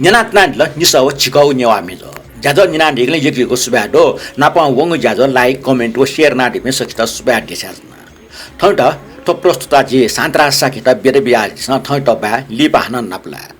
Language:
Newari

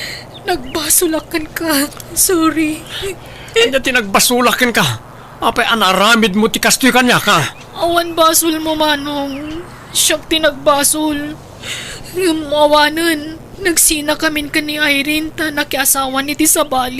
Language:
Iloko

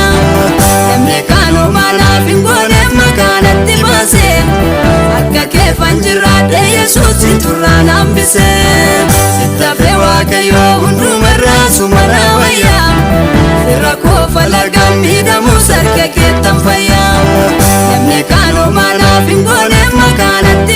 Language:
Oromo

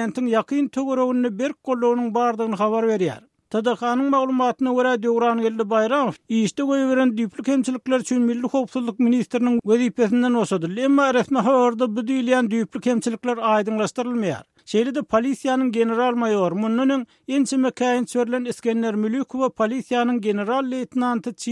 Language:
Turkmen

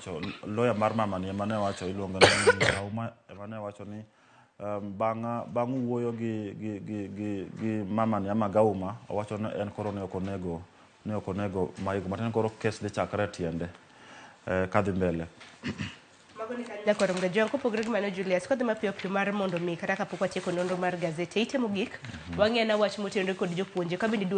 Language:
Luo (Kenya and Tanzania)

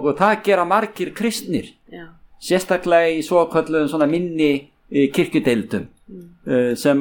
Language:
Icelandic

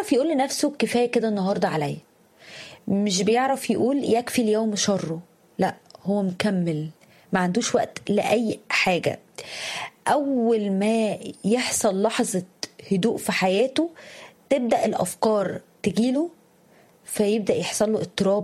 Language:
Egyptian Arabic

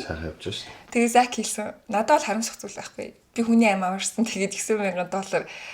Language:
Mongolian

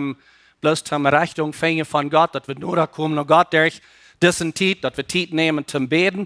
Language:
Plautdietsch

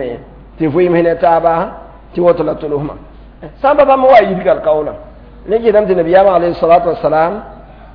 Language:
Mossi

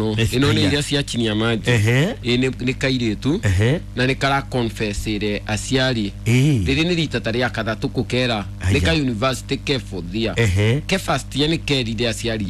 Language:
Kikuyu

